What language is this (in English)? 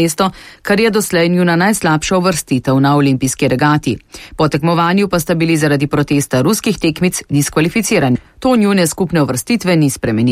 Slovenian